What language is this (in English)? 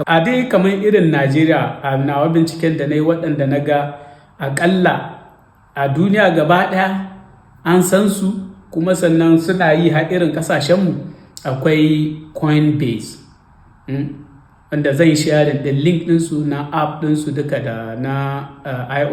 Hausa